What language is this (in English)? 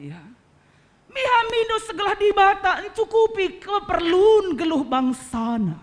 Batak Karo